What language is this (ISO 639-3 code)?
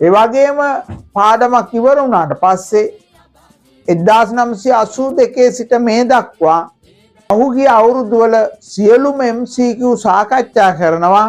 sin